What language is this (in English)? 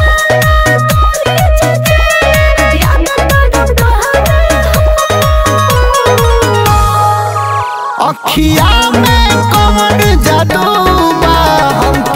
Bhojpuri